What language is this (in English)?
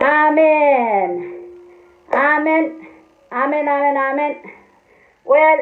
Pohnpeian